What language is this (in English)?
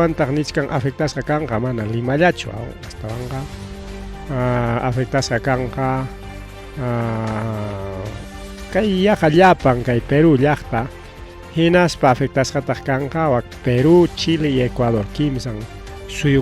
Ayacucho Quechua